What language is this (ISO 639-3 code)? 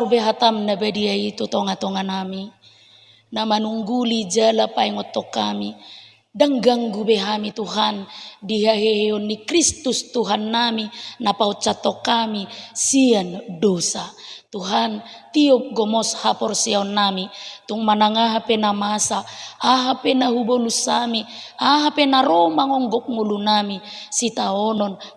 bbc